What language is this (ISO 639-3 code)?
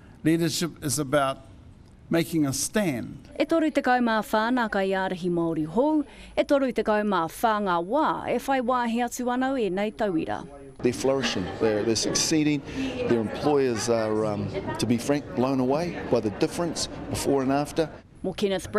mri